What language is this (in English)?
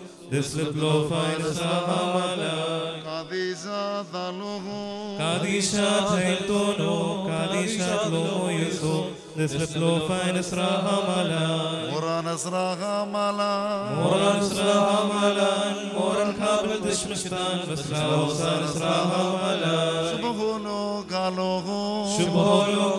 Malayalam